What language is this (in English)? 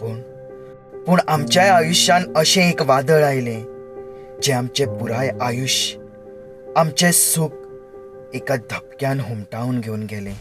Konkani